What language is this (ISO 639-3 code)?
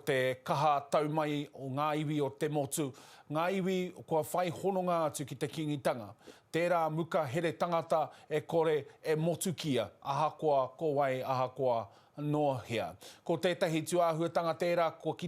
mri